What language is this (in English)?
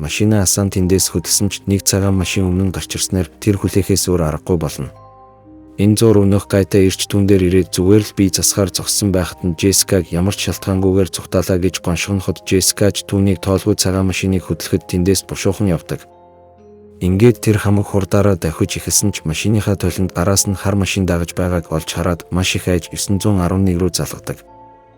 Mongolian